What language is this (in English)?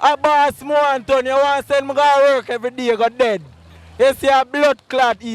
Jamaican Creole English